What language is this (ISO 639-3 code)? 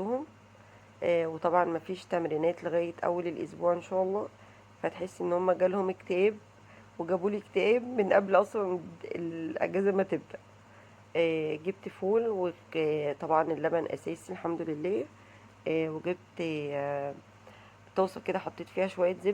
arz